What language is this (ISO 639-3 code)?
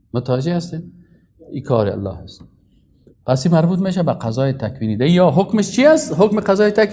fas